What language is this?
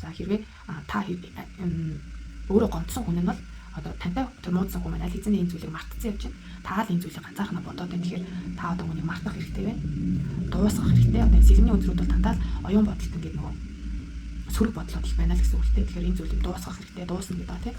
Mongolian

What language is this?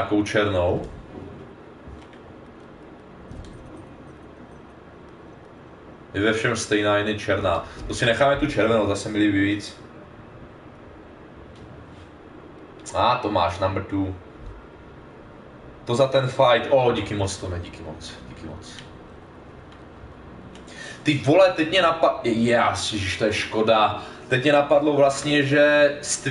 Czech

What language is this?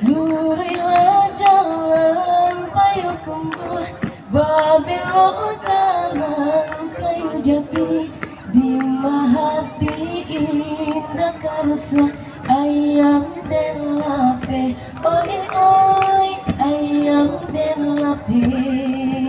Minangkabau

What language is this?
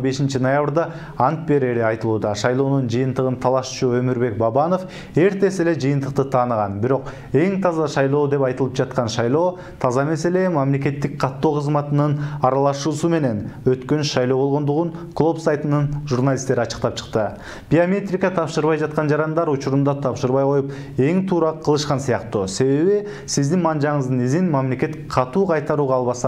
Kyrgyz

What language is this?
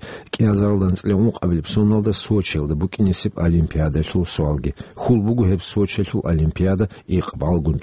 Avaric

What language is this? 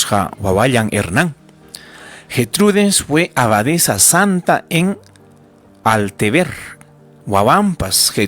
Ayacucho Quechua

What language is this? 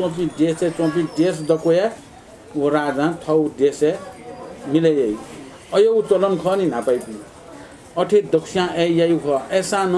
Newari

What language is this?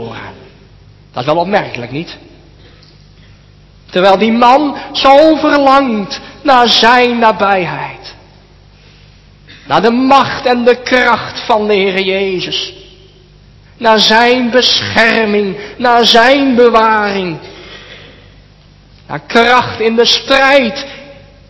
Dutch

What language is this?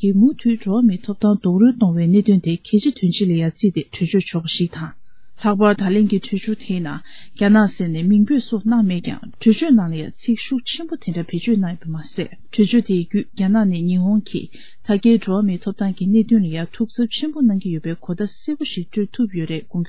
Tibetan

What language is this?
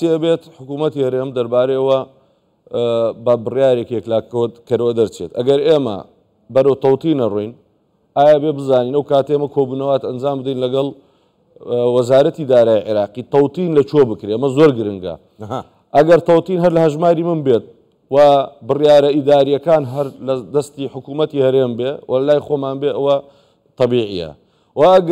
Central Kurdish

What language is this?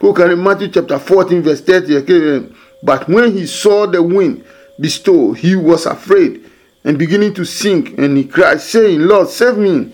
Adangme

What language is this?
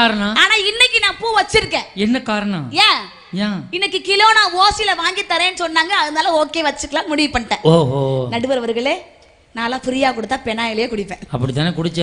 Tamil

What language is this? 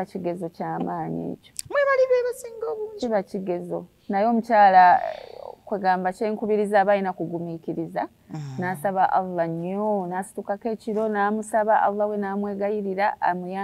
Ganda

